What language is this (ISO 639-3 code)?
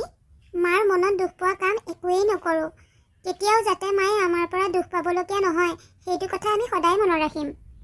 asm